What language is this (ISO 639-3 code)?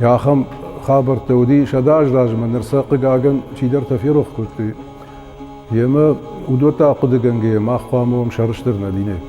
oss